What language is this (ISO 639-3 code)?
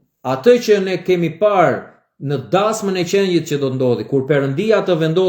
sqi